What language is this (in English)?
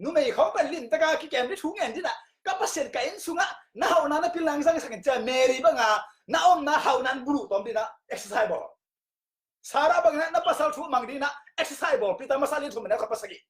Tedim Chin